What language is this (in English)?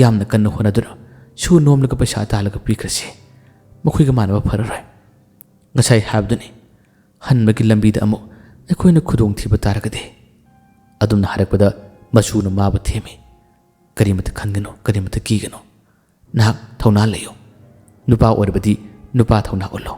Manipuri